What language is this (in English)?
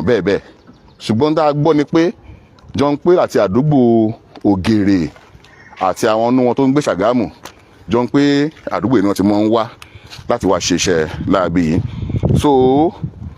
Yoruba